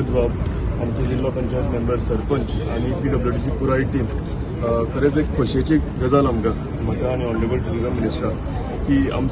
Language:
Konkani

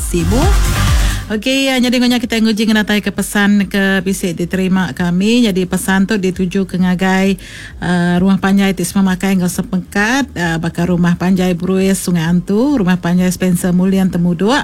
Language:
Iban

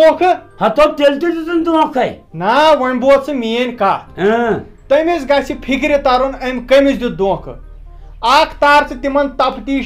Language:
Kashmiri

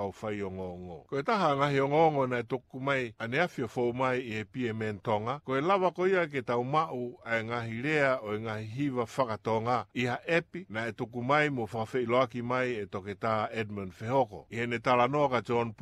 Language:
Tongan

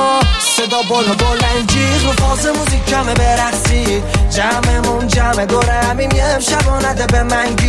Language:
Persian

